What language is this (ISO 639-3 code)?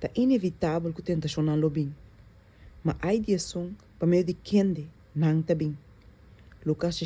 pap